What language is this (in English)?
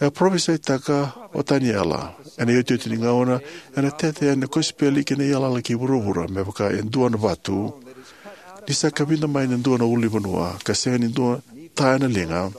Fijian